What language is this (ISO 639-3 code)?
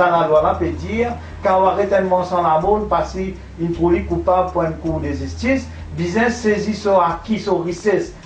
mfe